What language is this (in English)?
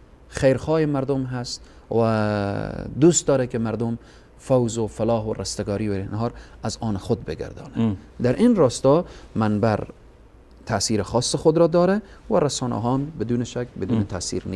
Persian